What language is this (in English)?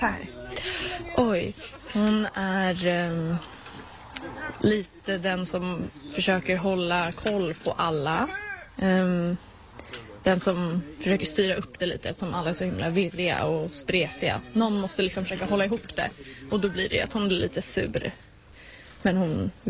Swedish